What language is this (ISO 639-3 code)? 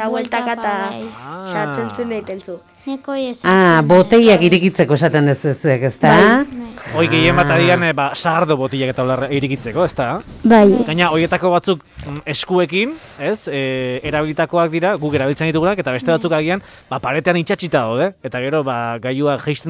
eus